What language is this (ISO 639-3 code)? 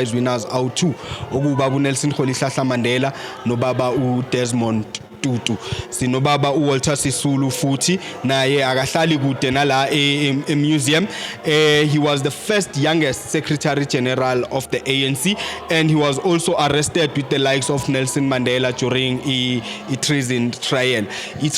zul